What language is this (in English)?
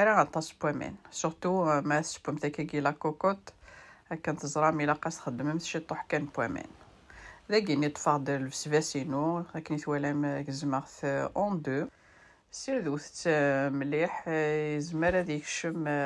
Kabyle